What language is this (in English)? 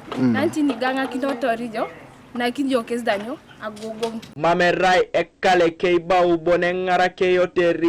Teso